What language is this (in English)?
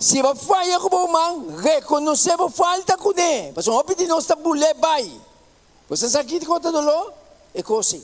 Papiamento